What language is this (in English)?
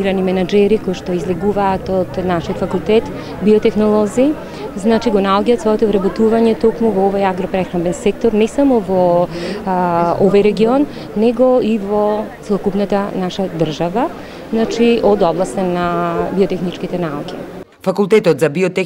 Macedonian